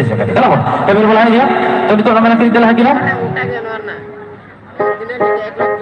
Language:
Santali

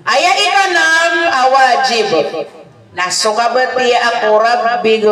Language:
Maranao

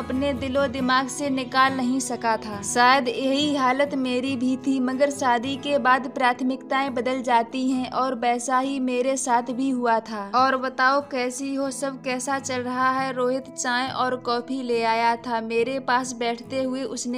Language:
Hindi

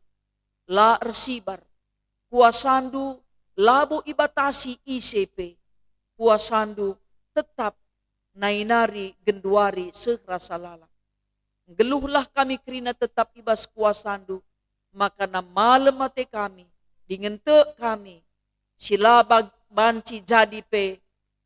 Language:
Batak Karo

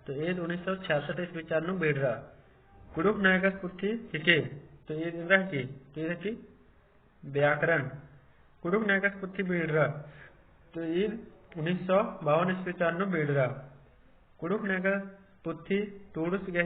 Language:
Kurukh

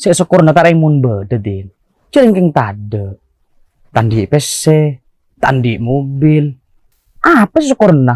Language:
Madurese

